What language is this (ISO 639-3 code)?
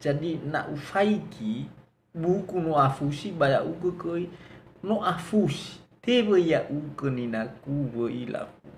nia